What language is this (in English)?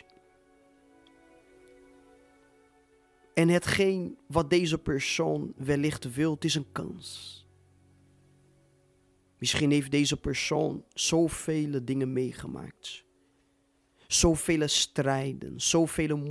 Dutch